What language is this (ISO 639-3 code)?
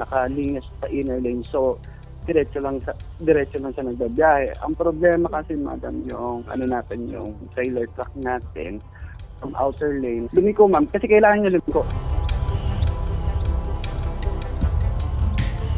fil